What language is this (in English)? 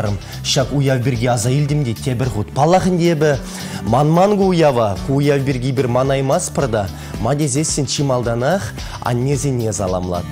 Chuvash